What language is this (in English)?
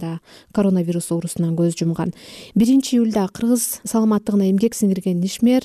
Kyrgyz